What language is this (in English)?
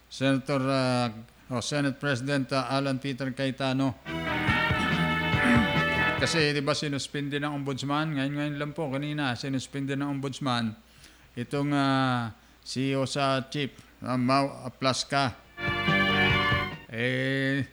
Filipino